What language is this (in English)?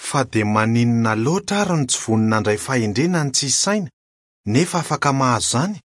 Malagasy